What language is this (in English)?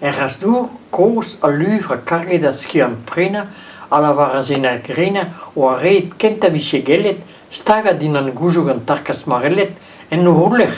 Breton